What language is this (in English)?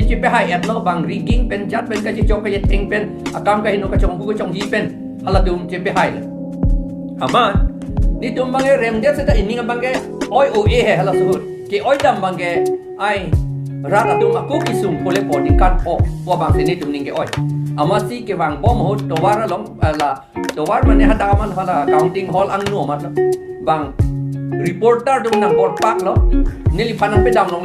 Karbi